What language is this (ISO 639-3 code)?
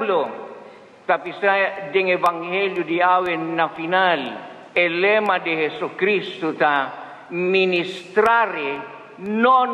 pap